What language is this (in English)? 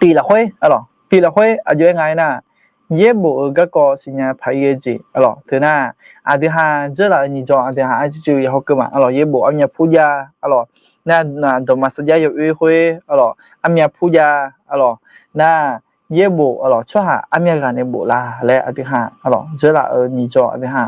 Akha